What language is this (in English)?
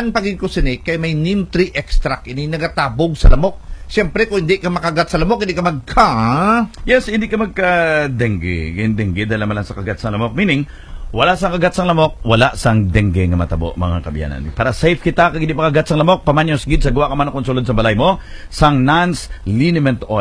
Hiligaynon